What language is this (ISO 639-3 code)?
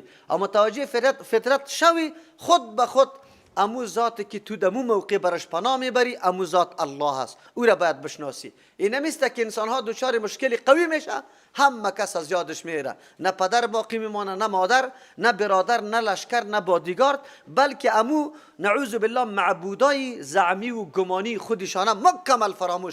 fas